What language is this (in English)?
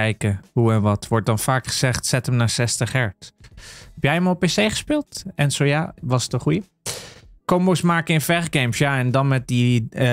Dutch